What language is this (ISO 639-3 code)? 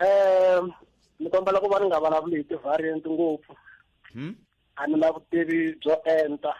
tso